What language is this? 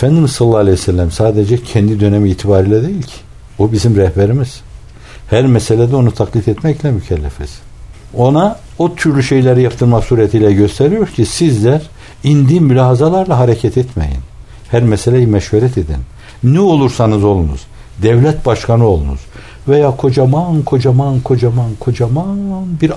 Turkish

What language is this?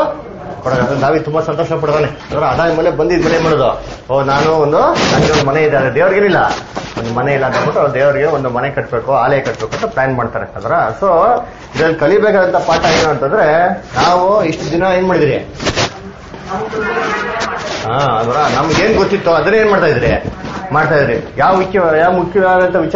Kannada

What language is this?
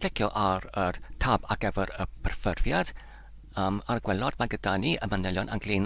Welsh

